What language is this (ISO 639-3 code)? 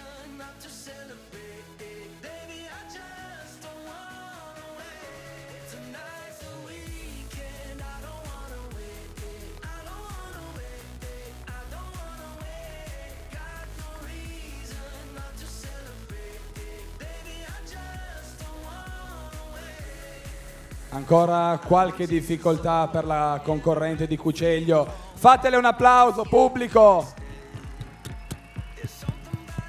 ita